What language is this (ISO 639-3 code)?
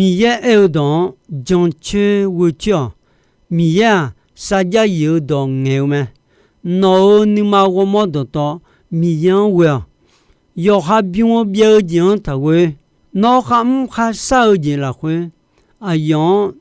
ahk